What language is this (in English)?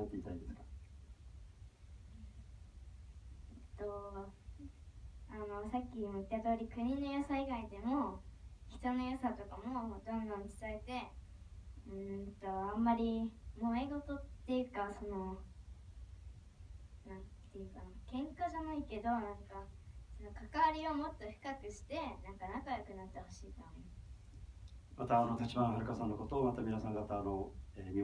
Japanese